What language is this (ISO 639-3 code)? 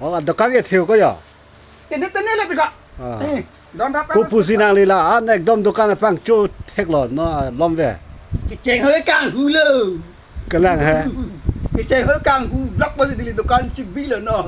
mjw